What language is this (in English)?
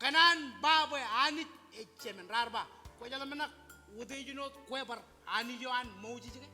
Marshallese